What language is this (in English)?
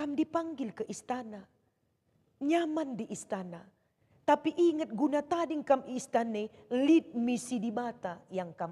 Batak Karo